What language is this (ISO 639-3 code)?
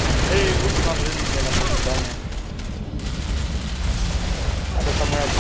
pol